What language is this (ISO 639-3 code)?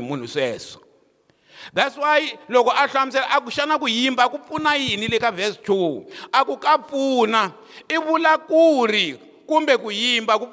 tso